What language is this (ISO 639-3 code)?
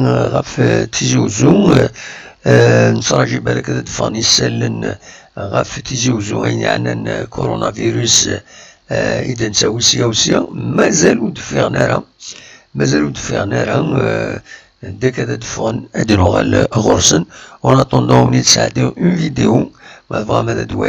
kab